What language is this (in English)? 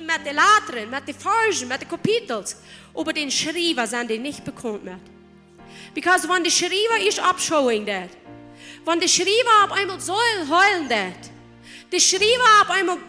Plautdietsch